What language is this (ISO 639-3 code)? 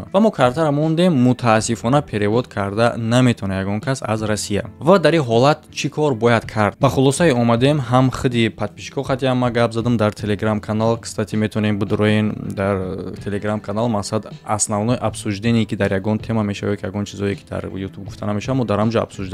tgk